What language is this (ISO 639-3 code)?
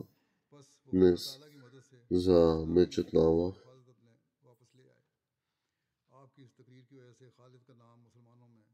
bul